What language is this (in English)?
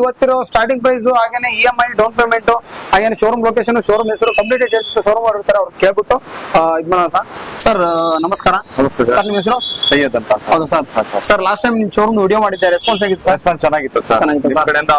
Kannada